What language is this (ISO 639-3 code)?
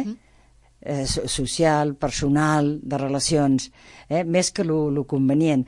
cat